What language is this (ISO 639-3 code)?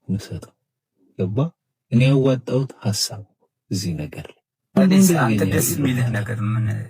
amh